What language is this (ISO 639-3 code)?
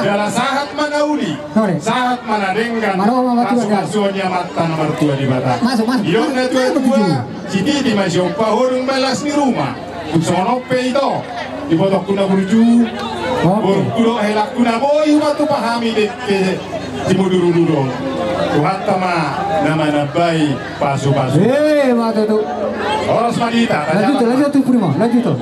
bbc